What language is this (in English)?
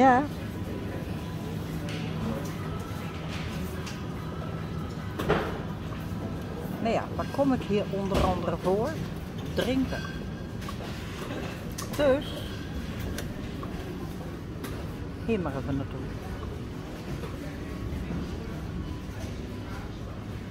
Dutch